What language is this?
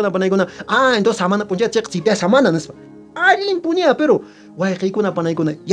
Quechua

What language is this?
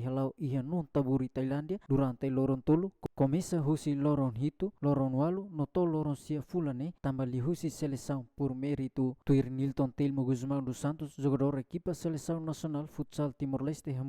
Tetum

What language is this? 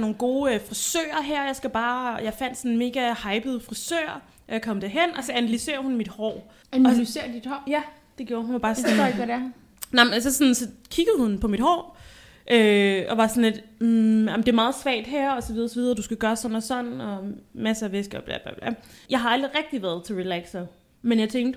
Danish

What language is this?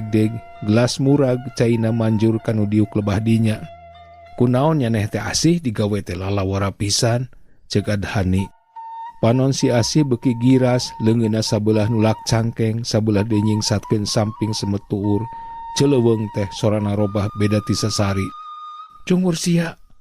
Sundanese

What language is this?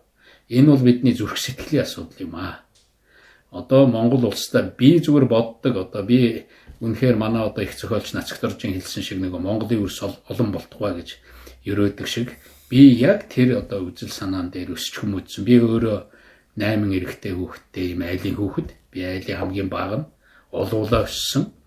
Mongolian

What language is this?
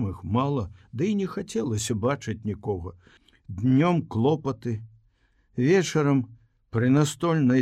Belarusian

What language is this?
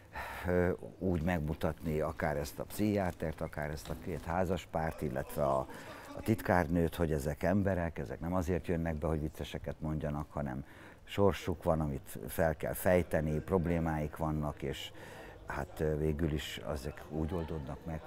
Hungarian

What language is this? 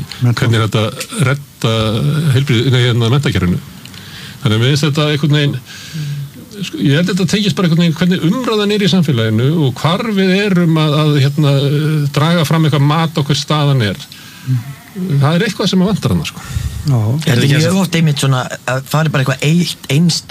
Icelandic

